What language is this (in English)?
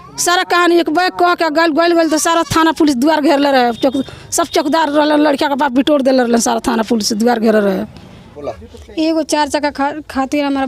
Bhojpuri